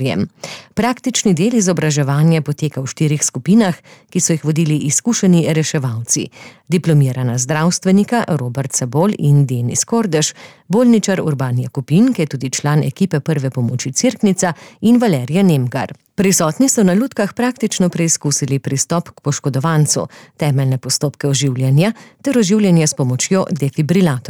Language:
Slovenian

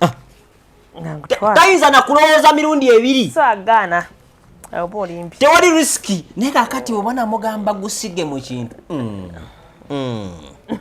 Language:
Ganda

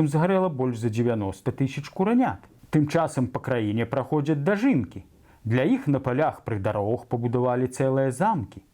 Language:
Belarusian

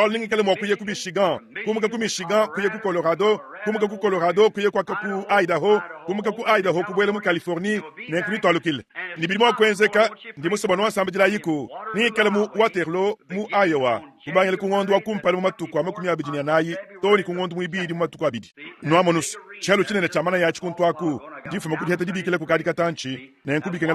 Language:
Luba-Lulua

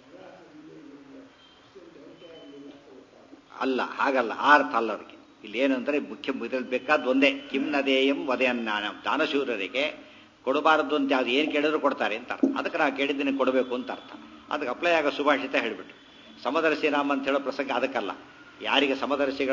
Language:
Kannada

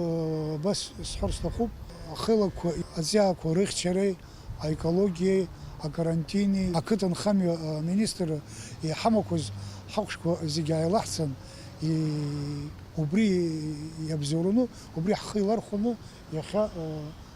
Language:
Abkhazian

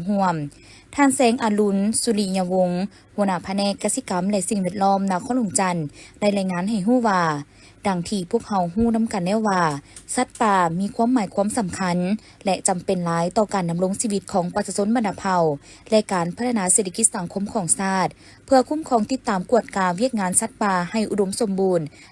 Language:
Lao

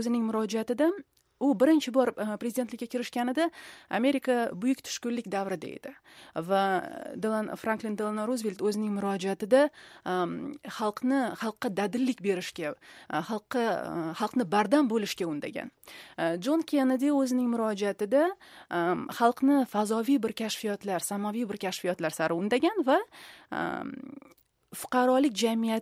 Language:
Uzbek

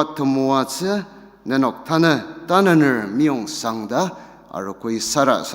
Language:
Ao Naga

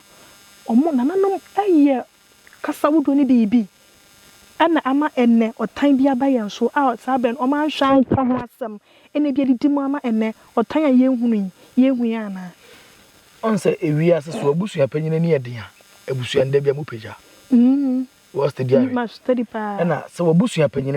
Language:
Akan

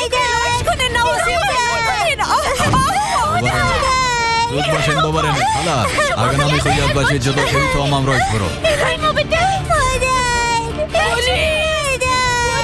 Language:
Persian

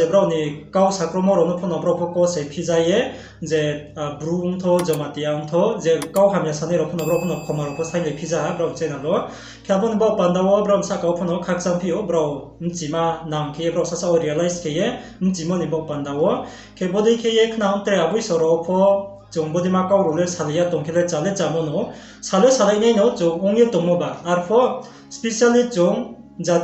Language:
Riang (India)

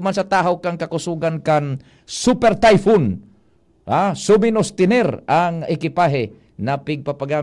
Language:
Bikol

